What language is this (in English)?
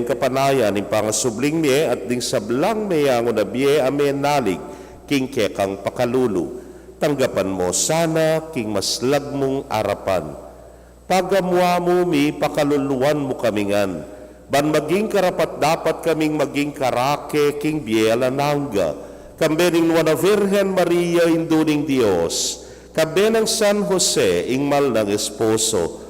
Pampanga